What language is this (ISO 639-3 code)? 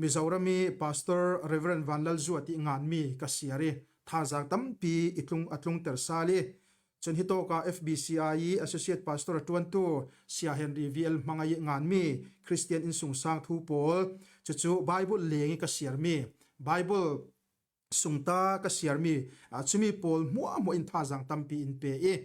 cfm